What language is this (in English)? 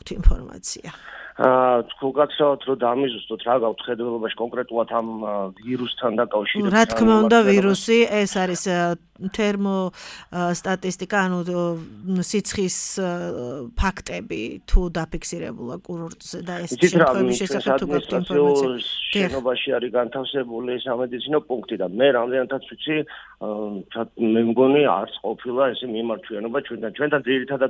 Georgian